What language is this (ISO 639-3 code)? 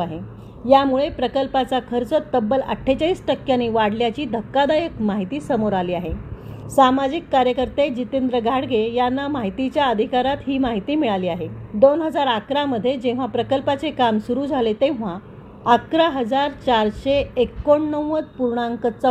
mar